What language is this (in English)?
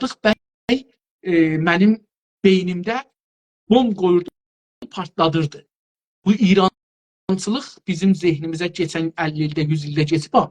South Azerbaijani